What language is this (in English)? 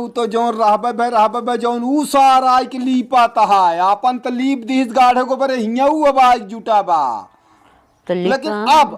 Awadhi